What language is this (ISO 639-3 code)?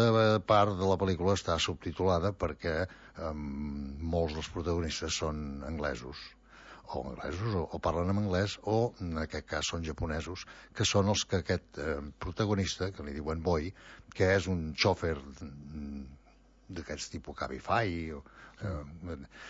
cat